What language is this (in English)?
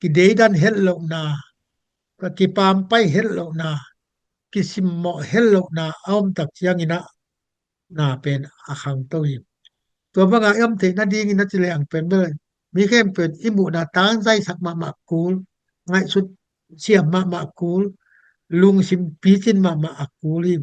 Tedim Chin